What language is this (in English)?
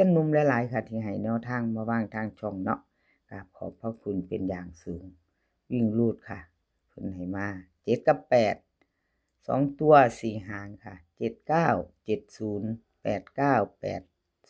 Lao